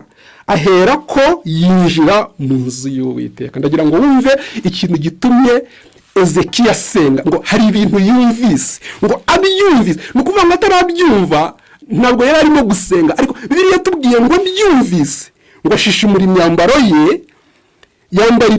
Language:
Kinyarwanda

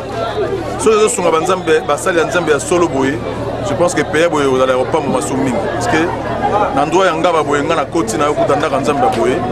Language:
Lingala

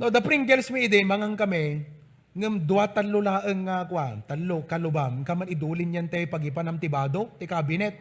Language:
Iloko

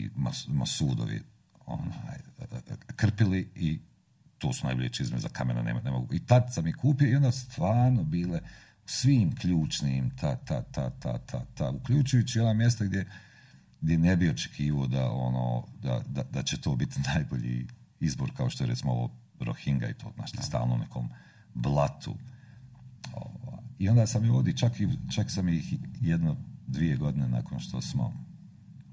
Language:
Croatian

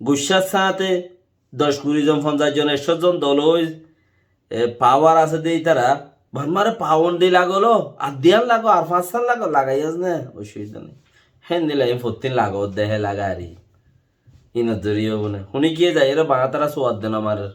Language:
Rohingya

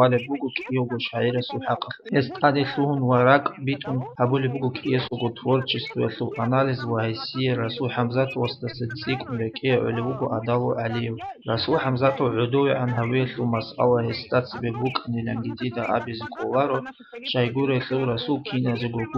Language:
Avaric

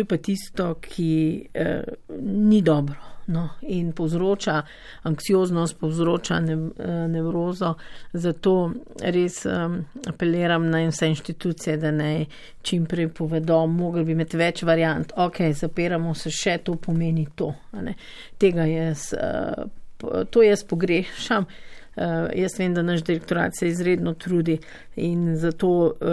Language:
Slovenian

